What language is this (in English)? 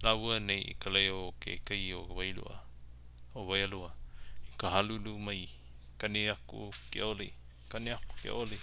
Hawaiian